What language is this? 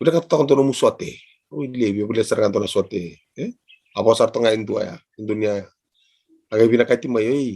Fijian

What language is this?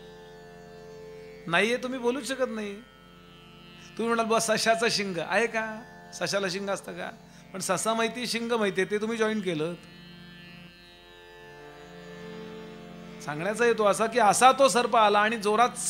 Marathi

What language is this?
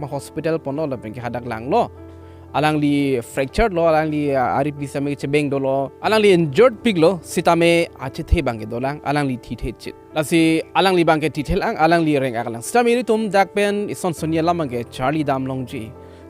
Karbi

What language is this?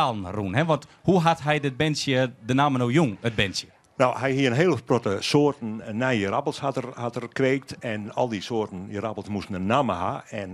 Western Frisian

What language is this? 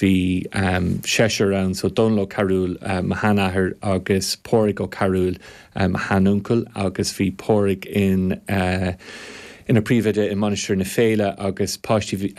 Irish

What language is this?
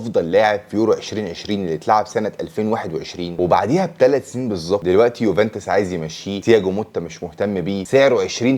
Egyptian Arabic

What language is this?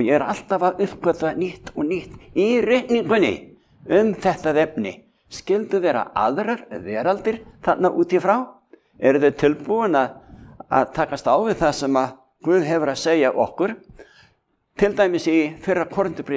Icelandic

